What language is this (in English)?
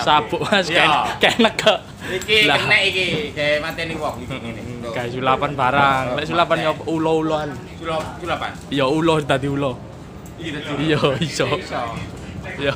Javanese